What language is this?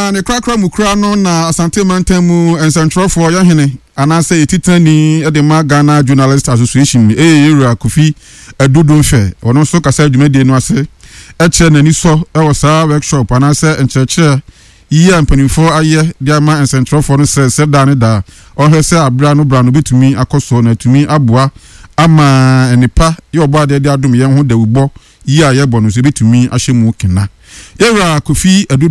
Akan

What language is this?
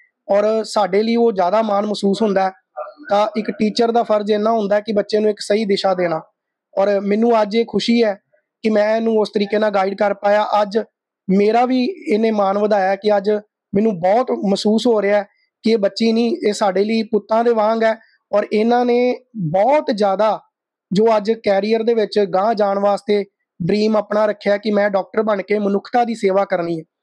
Punjabi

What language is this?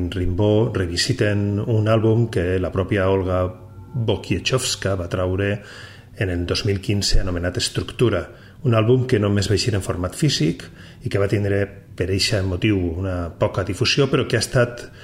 Catalan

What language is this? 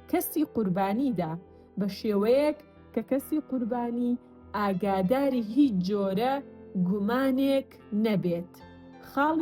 Central Kurdish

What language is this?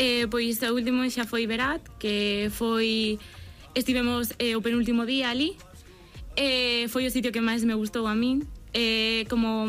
Galician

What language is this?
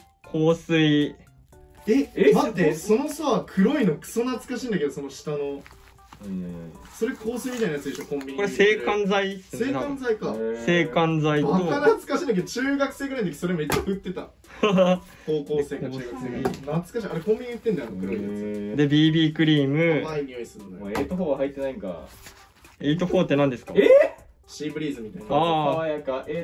Japanese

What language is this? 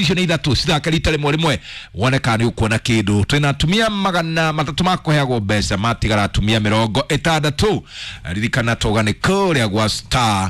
Kikuyu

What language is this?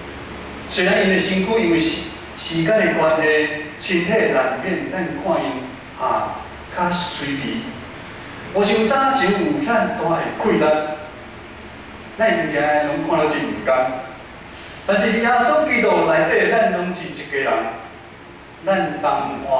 Min Nan Chinese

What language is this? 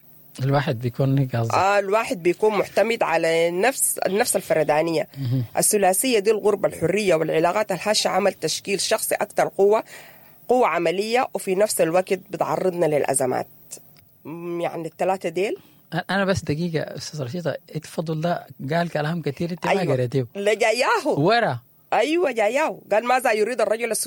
Sudanese Arabic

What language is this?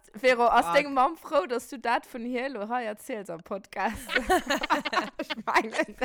Luxembourgish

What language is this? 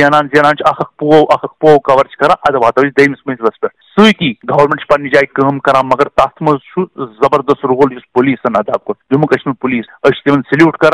Kashmiri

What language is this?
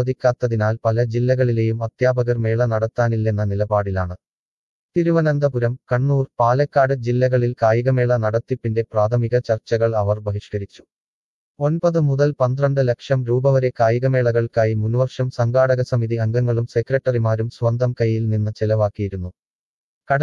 Malayalam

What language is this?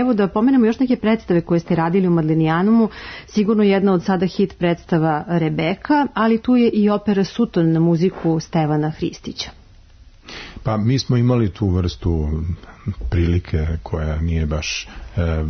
Serbian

